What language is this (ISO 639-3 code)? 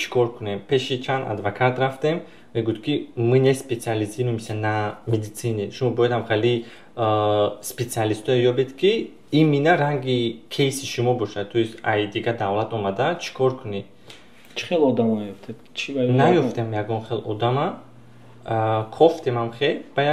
tgk